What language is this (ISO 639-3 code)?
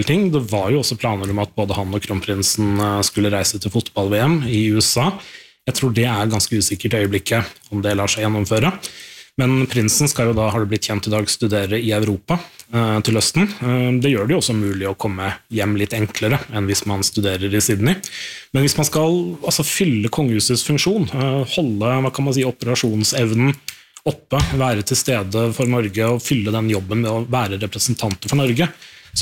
nor